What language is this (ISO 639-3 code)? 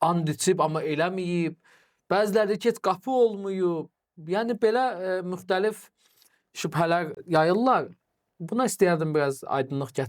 aze